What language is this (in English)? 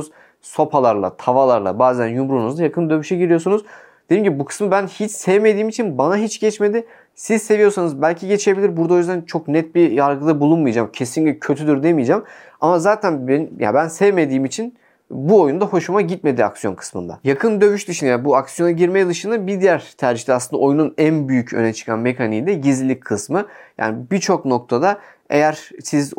Turkish